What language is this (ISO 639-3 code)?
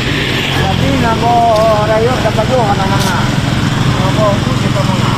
ace